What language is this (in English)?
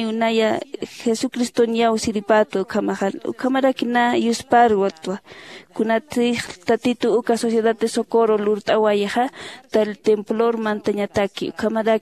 Aymara